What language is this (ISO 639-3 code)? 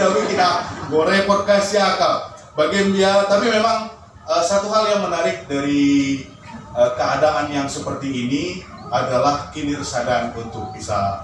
btx